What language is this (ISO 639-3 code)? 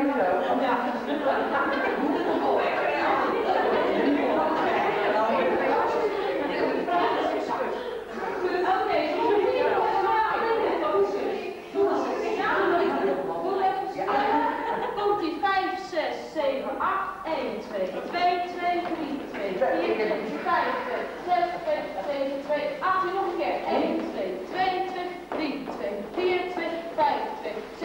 nld